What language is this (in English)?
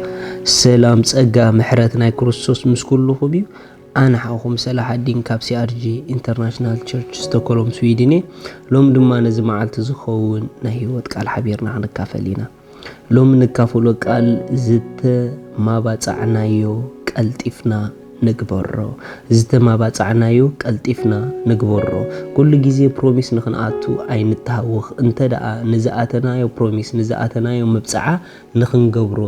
Tigrinya